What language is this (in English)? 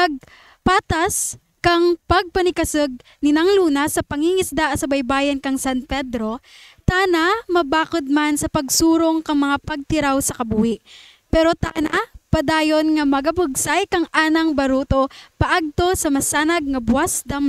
Kinaray-a